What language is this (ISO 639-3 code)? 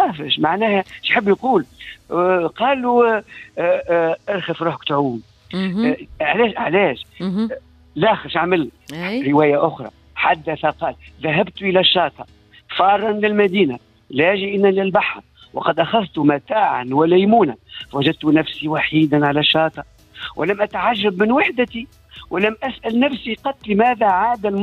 aeb